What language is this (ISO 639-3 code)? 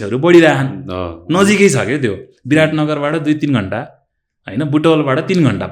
nep